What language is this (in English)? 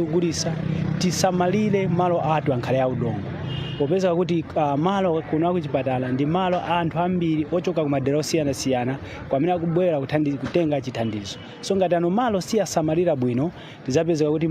Nyanja